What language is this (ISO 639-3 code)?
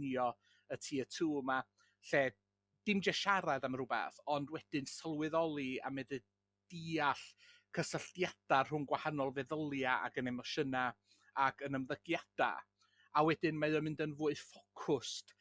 cym